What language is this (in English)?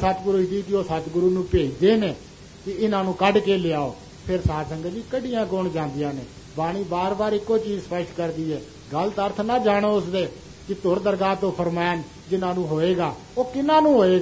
Punjabi